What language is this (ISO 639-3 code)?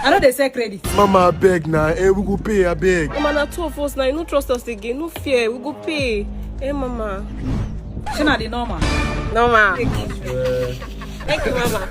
pcm